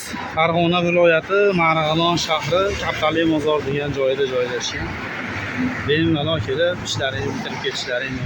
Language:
Uzbek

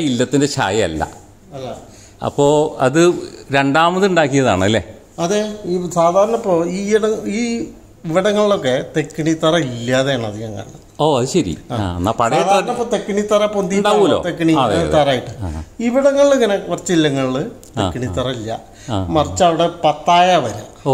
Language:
Malayalam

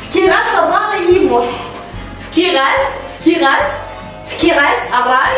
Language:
Kabyle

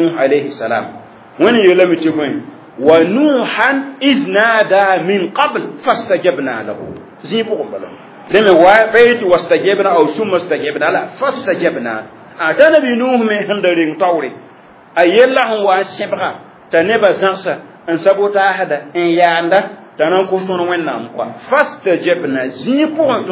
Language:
Mossi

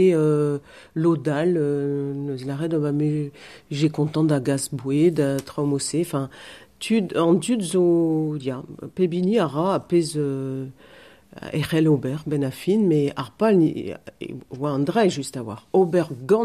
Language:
Breton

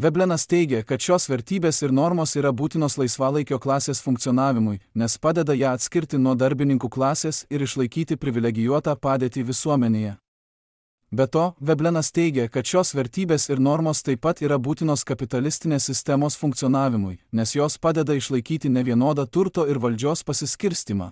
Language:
Lithuanian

